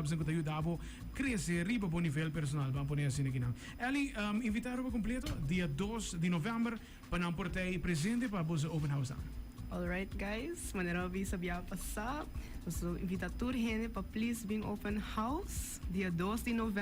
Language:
Papiamento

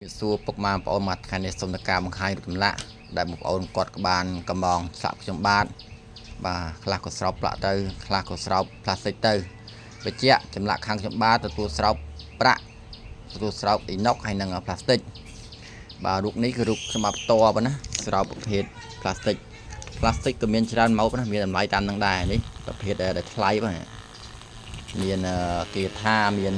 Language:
Khmer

